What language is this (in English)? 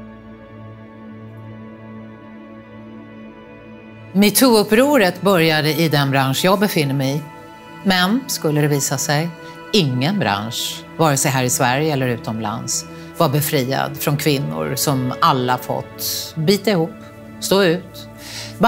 Swedish